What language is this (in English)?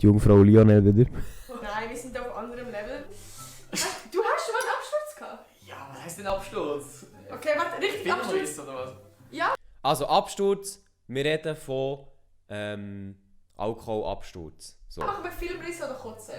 Swiss German